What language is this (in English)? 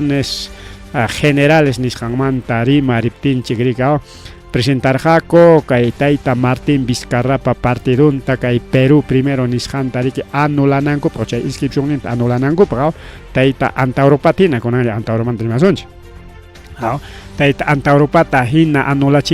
Ayacucho Quechua